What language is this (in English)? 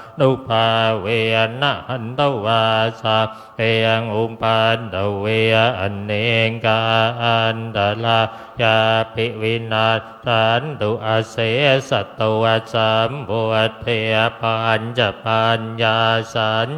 Pali